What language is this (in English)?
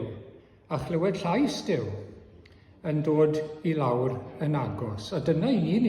Welsh